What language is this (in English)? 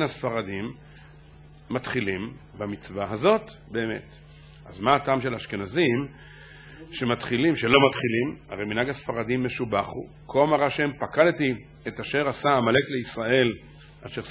Hebrew